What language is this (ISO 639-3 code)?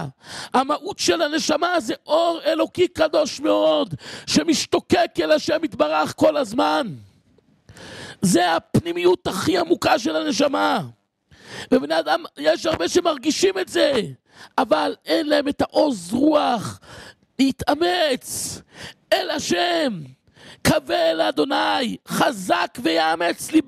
heb